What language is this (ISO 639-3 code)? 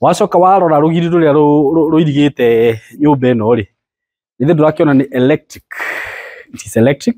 kik